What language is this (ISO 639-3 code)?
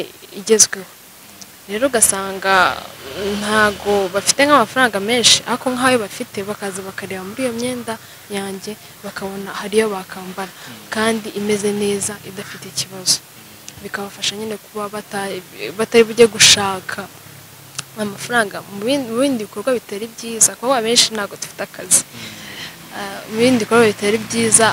kin